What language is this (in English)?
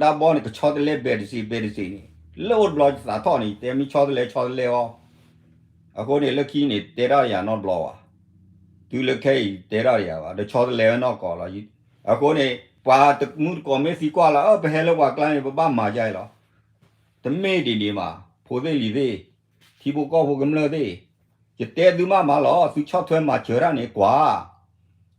S'gaw Karen